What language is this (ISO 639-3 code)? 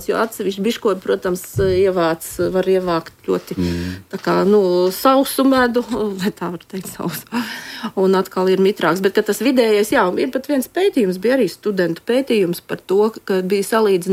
lav